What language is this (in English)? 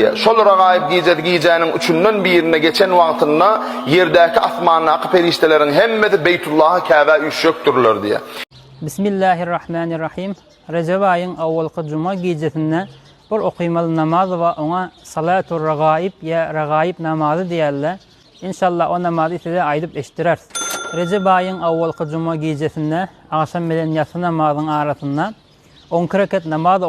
Turkmen